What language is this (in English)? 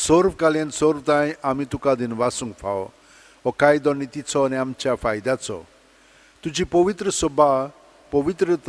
Konkani